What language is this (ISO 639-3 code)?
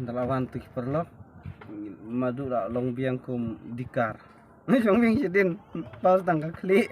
kha